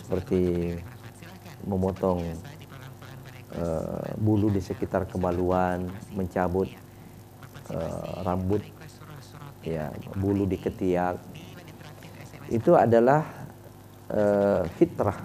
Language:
Indonesian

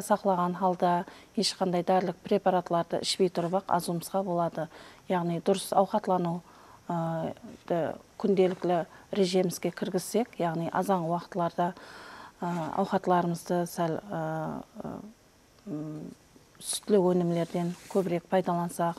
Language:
Kara-Kalpak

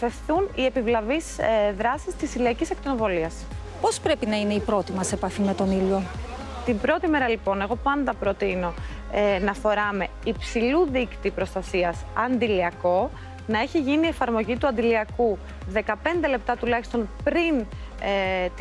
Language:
Greek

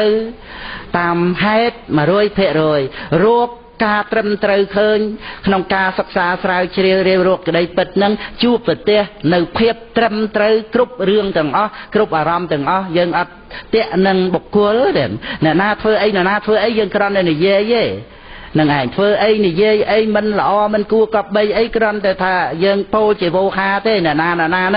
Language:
Khmer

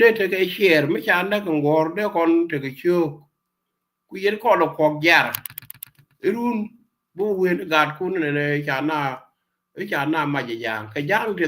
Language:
Nuer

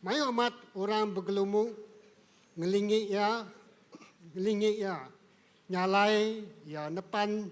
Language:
Iban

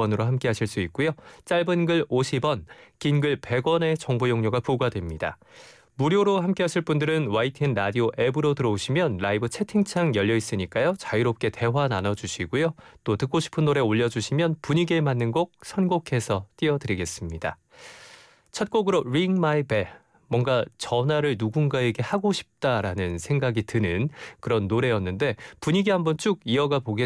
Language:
Korean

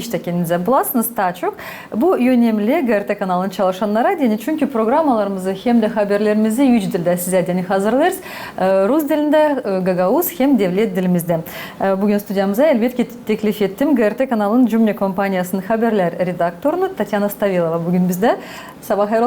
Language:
Gagauz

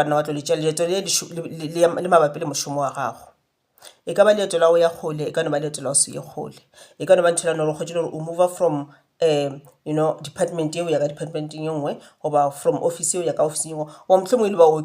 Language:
Northern Sotho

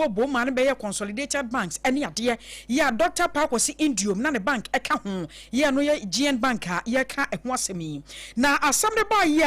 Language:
Akan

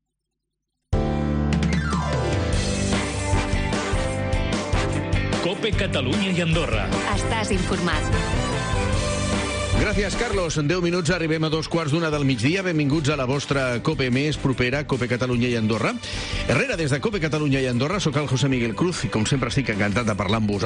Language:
Catalan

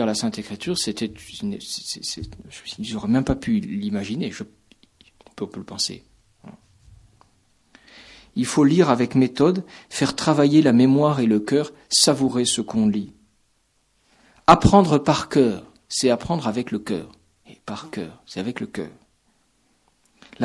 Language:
French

